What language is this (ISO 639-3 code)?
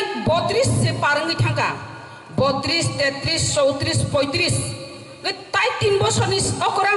trp